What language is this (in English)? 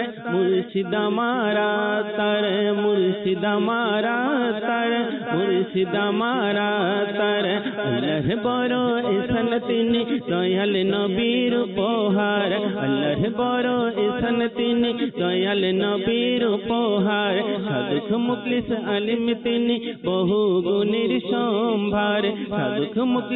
Bangla